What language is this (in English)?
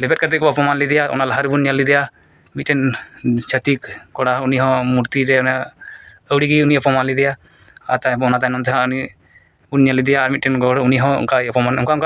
Santali